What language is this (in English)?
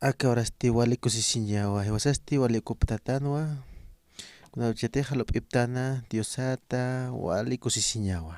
Aymara